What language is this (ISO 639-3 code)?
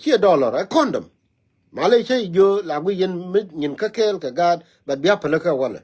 nus